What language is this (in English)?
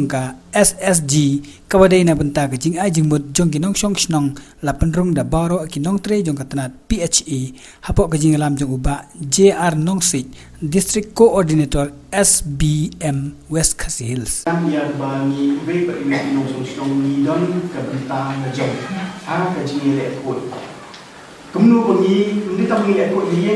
Khasi